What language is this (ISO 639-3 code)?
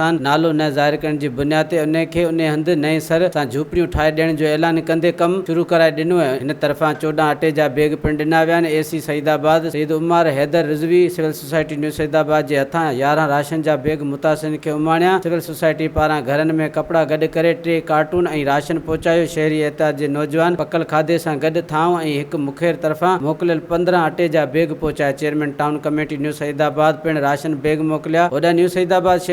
snd